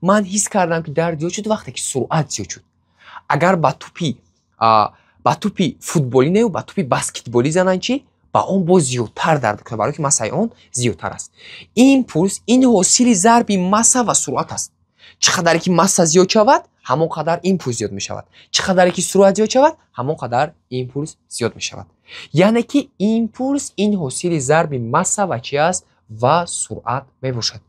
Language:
Tajik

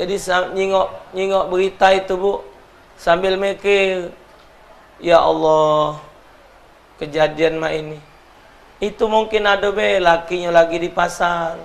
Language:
Musi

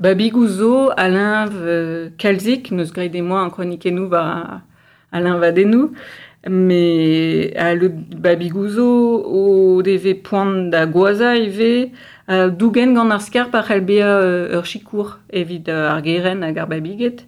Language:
Breton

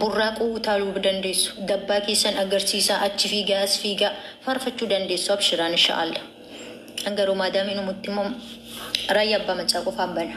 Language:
Oromo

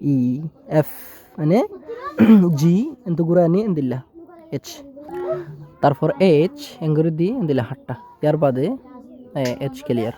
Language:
Rohingya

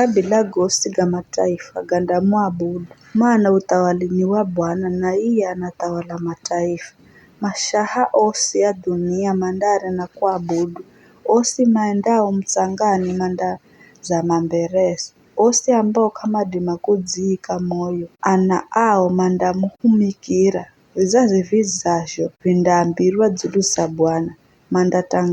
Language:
Giryama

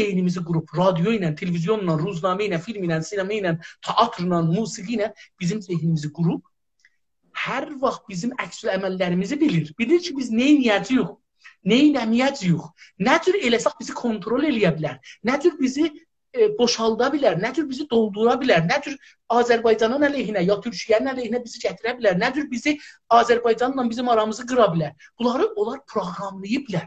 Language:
South Azerbaijani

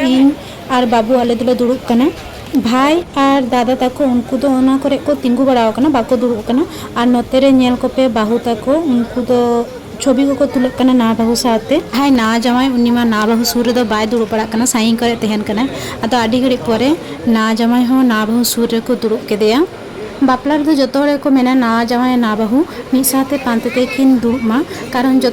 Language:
Santali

